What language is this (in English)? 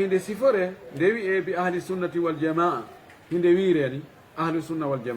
Fula